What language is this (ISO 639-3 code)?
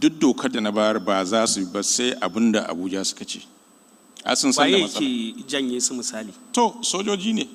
hau